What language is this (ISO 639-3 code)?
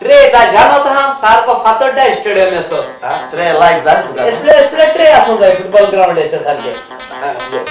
kok